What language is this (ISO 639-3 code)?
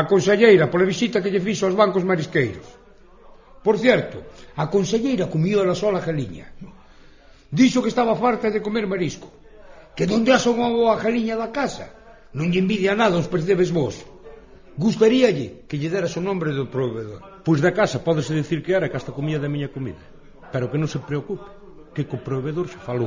glg